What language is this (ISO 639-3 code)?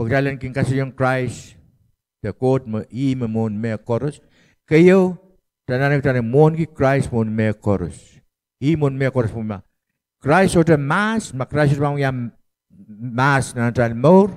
pon